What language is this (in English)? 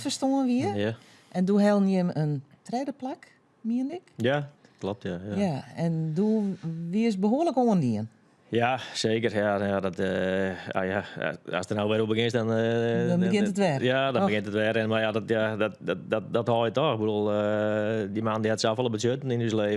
Western Frisian